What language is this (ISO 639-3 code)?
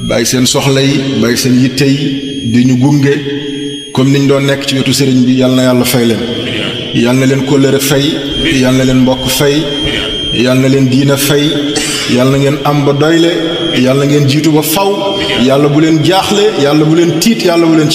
wol